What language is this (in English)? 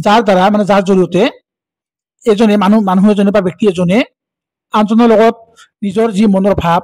Assamese